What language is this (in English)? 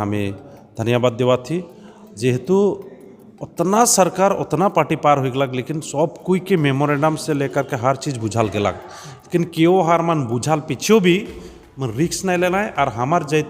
Sadri